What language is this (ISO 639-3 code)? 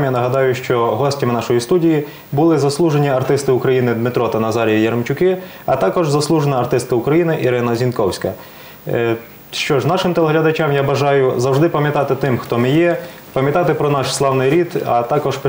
ukr